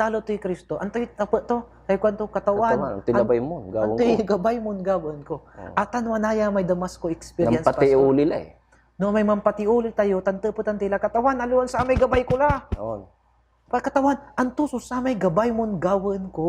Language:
Pangasinan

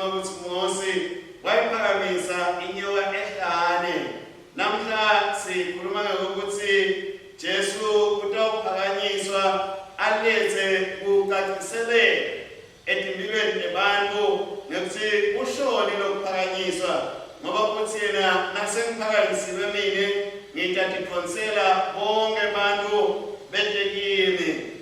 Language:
Swati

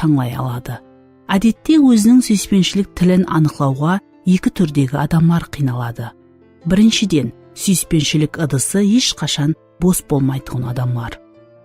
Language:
Kara-Kalpak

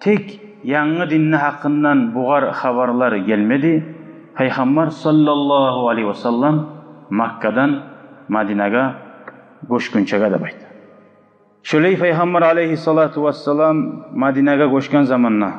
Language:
Kumyk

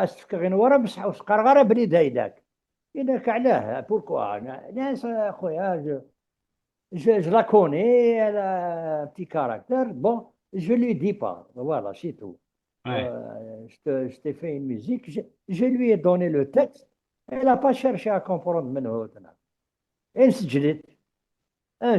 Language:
Kabyle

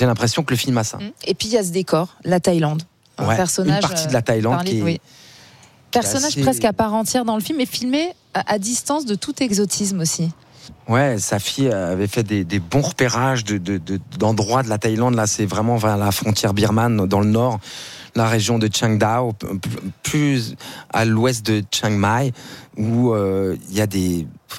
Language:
French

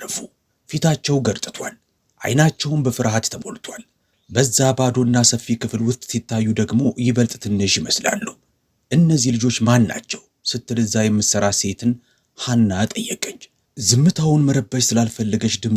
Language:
Amharic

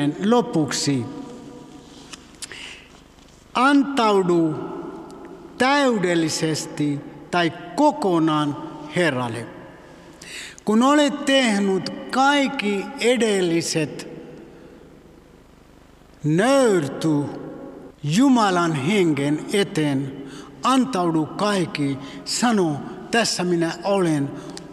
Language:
Finnish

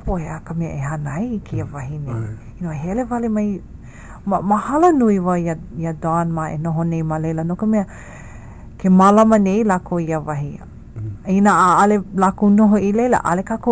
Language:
Hawaiian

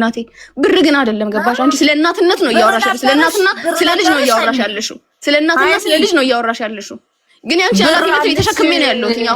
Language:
Amharic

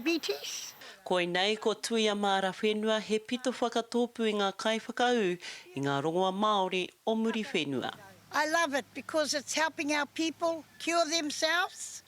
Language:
Māori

